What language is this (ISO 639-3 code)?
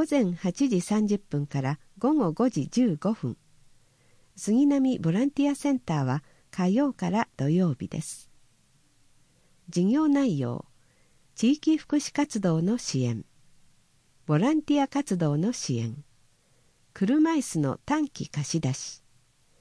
jpn